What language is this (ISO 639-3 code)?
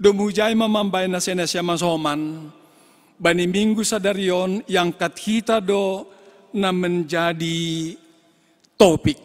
bts